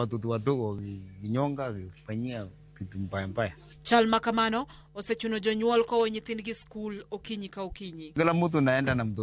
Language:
Luo (Kenya and Tanzania)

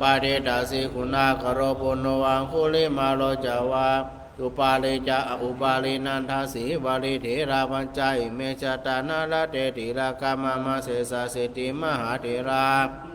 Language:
Pali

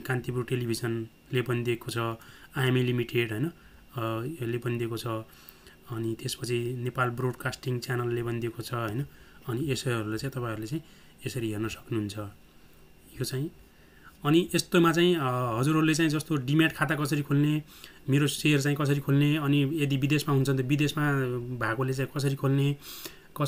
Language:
Nepali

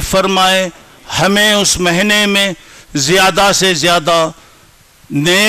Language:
Urdu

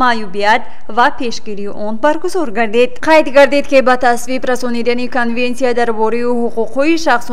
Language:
Tajik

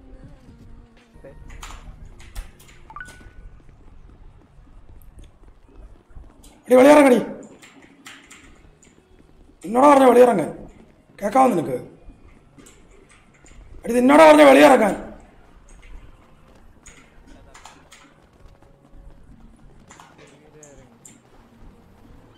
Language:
Malayalam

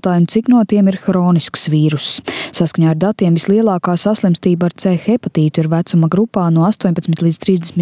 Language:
Latvian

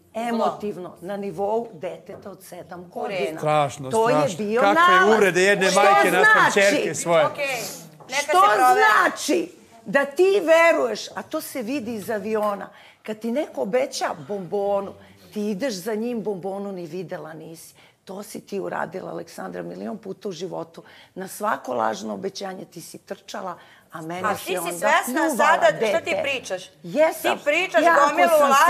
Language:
Serbian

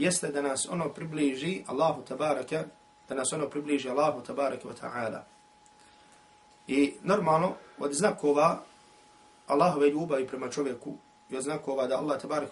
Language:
Bosnian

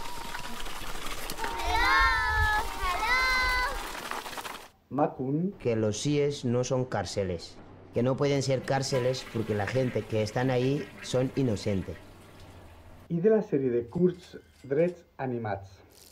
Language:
Catalan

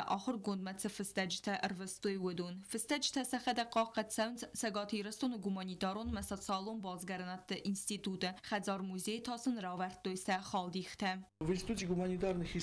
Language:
Ossetic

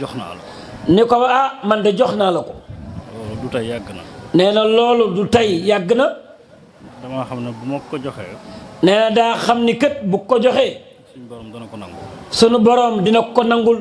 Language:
Wolof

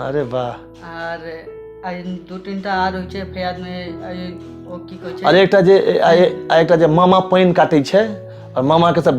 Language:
Maithili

